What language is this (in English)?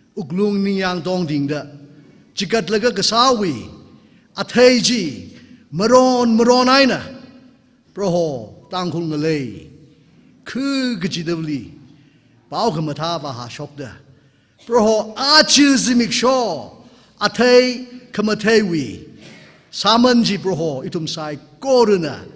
Tangkhul Naga (India)